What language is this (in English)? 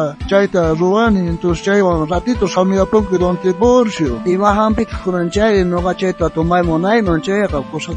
South Bolivian Quechua